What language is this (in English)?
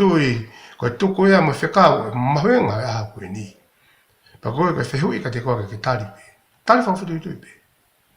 Tongan